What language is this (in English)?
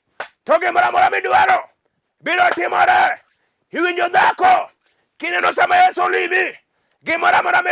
Luo (Kenya and Tanzania)